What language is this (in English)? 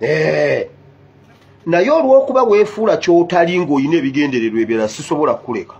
Ganda